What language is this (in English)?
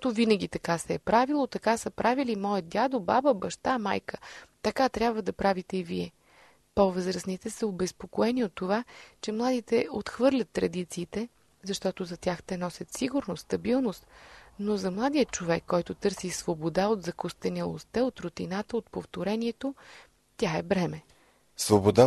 Bulgarian